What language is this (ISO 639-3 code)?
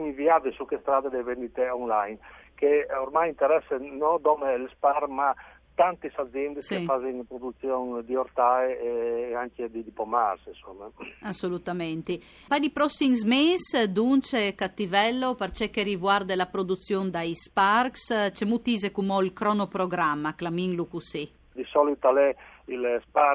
fur